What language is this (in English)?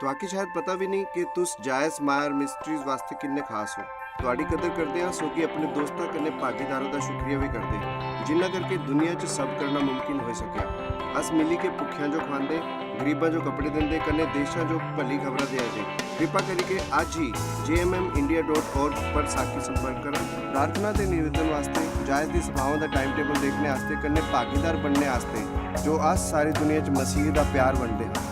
Dogri